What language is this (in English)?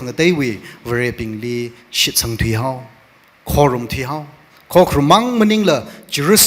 Tangkhul Naga (India)